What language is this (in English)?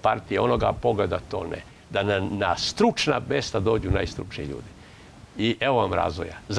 Serbian